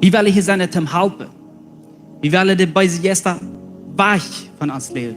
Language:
Plautdietsch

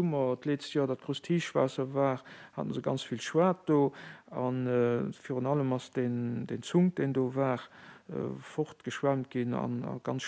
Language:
Luxembourgish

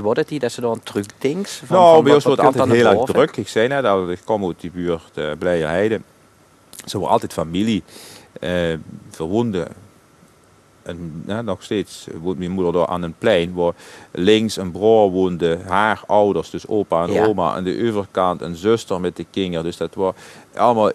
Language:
Dutch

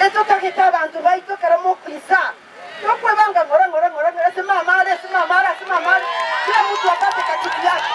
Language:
Gusii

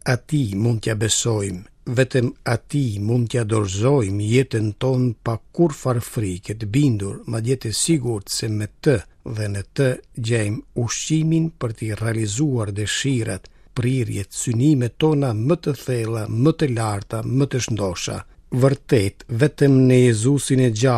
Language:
Albanian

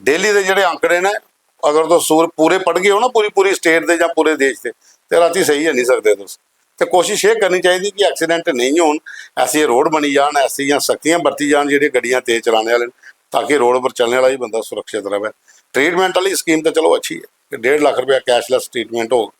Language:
Dogri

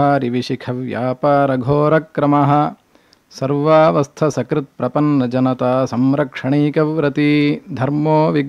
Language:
Sanskrit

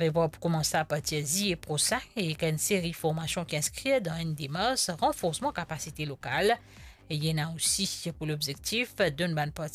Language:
Morisyen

